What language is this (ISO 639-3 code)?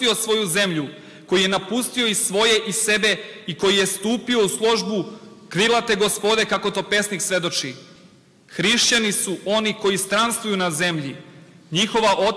srp